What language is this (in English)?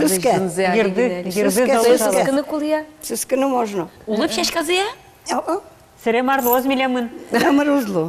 Udmurt